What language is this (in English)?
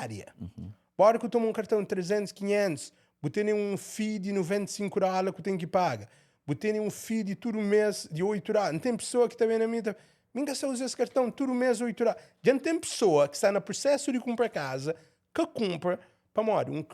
Kabuverdianu